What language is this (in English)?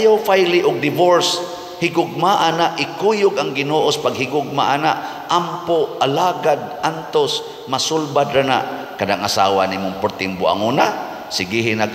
Cebuano